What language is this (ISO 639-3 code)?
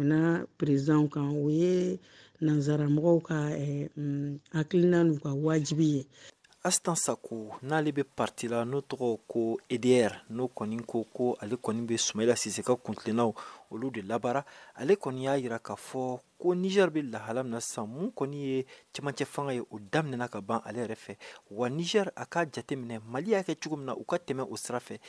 bam